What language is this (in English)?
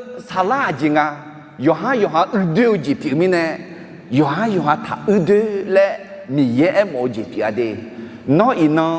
Akha